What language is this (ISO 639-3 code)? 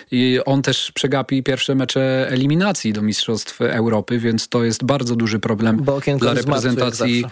pol